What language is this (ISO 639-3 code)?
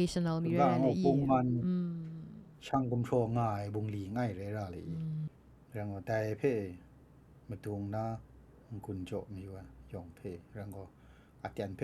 kac